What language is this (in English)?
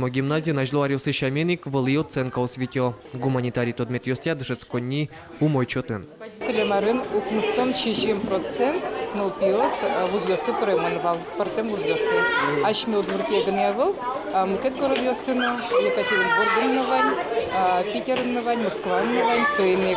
Udmurt